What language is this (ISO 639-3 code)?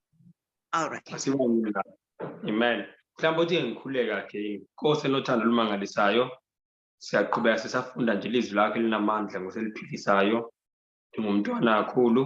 zul